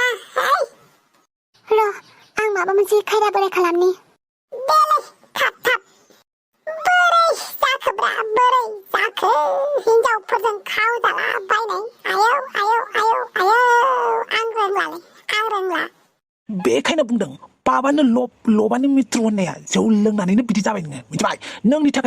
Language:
Bodo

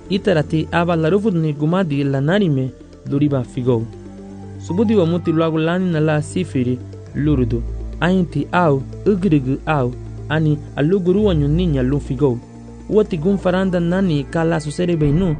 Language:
Garifuna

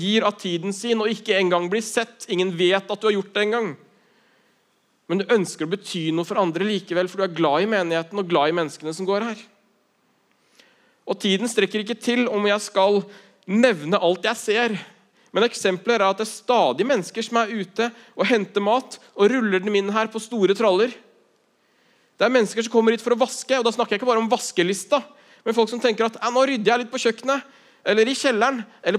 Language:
Norwegian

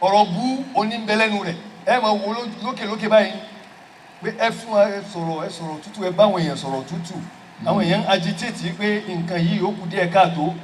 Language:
Yoruba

